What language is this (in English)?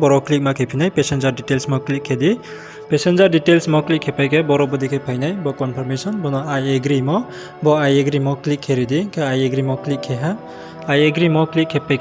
Riang (India)